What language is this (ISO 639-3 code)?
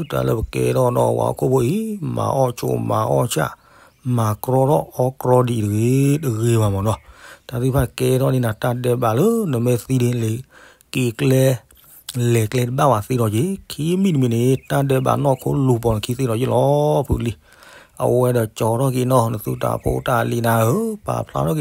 ksw